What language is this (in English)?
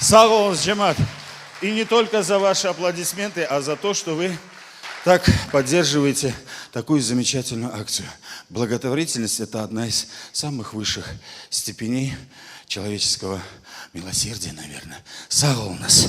Crimean Tatar